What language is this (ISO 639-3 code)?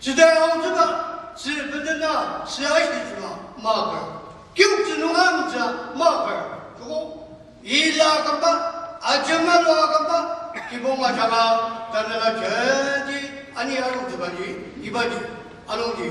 njo